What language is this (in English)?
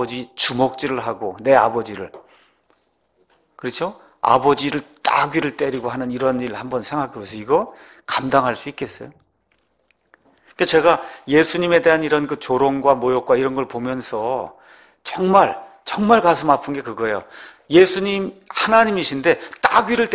Korean